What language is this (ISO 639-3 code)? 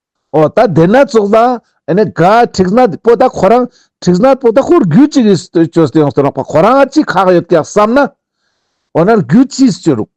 lbj